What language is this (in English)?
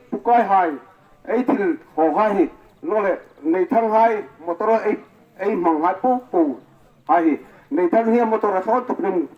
Hmar